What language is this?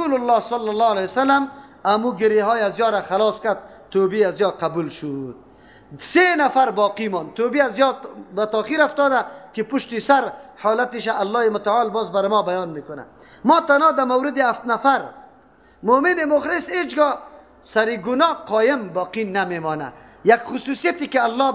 Persian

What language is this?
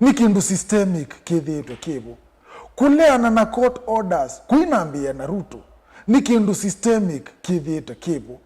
Kamba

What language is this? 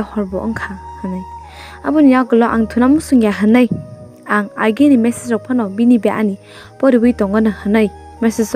Kok Borok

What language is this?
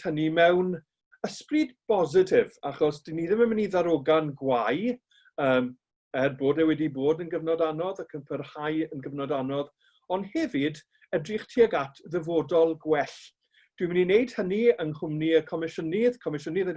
Welsh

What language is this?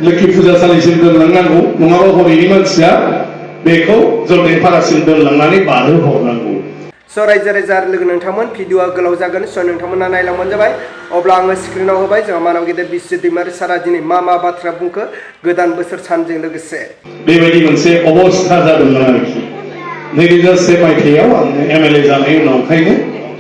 Bodo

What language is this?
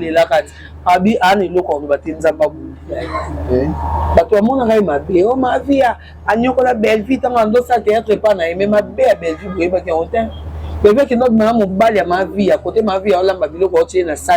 Lingala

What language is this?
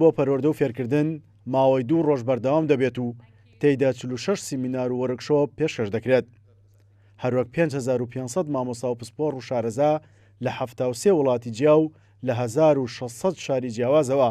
Central Kurdish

